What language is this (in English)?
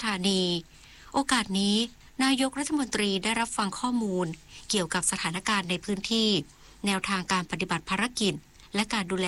Thai